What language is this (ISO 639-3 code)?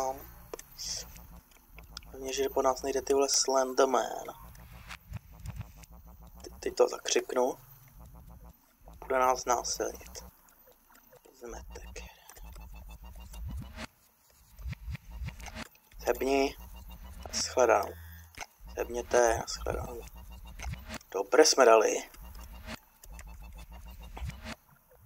ces